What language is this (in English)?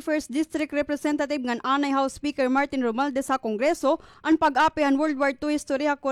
Waray